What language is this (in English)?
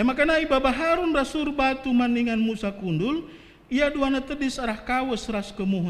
Batak Karo